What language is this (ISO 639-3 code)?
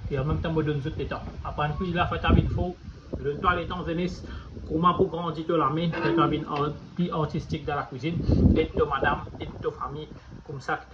mfe